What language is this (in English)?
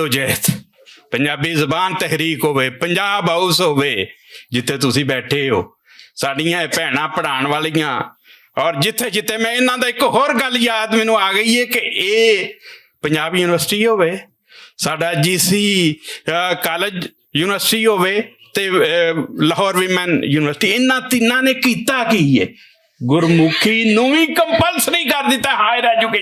Western Panjabi